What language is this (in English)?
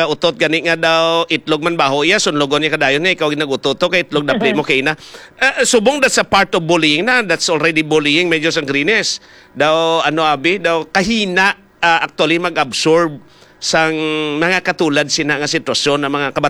Hiligaynon